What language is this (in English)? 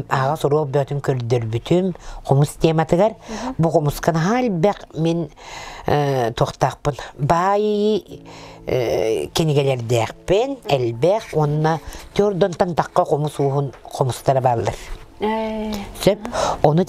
Yakut